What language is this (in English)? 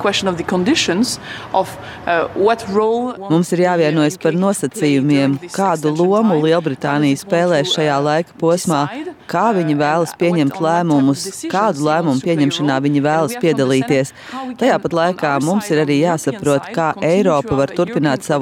Latvian